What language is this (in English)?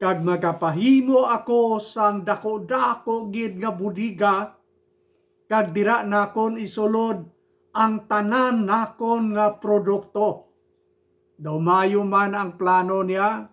Hiligaynon